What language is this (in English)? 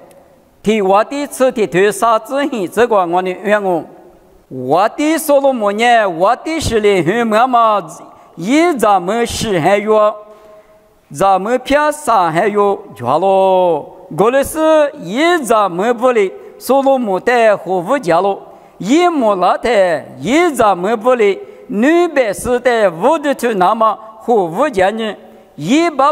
Lisu